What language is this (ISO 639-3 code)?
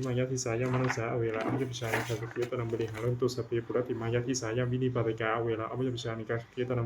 pli